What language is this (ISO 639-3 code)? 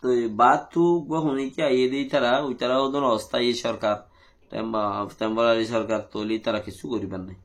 rhg